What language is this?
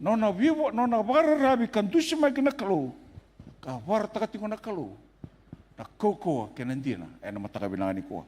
Fijian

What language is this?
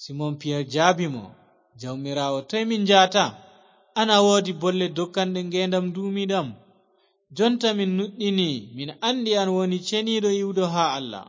Fula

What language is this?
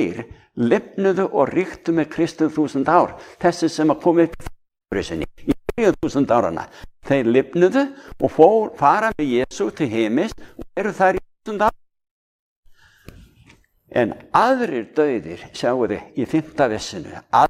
Icelandic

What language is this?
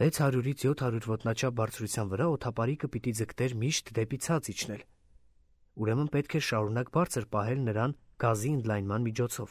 Armenian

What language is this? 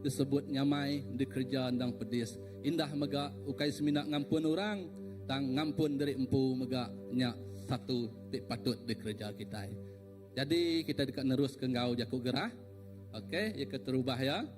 Iban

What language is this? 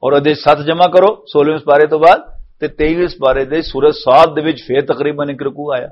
Western Panjabi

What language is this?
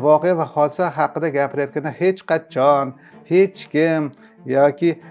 Uzbek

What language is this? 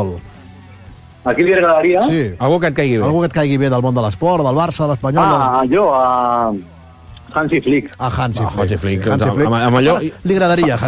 Catalan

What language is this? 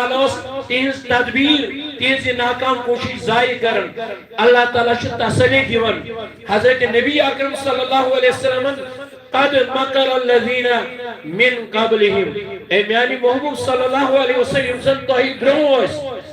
Kashmiri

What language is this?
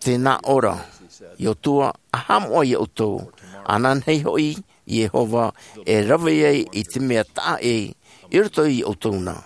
Tahitian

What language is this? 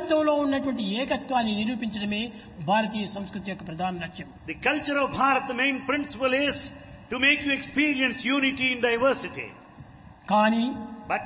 Telugu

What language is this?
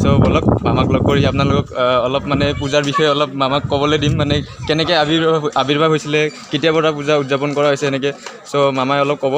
Assamese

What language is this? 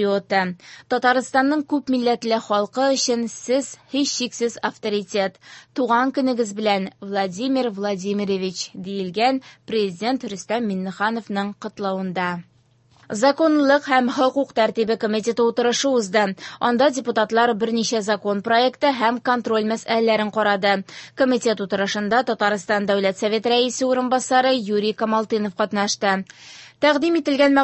Tatar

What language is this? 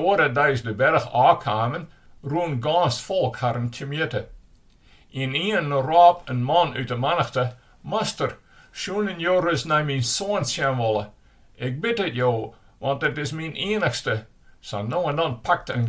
Western Frisian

